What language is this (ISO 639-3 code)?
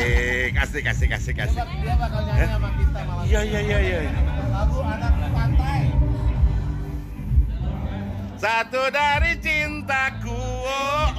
ind